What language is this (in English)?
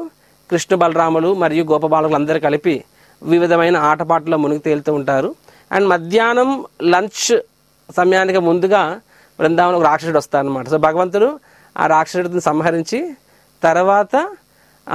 Telugu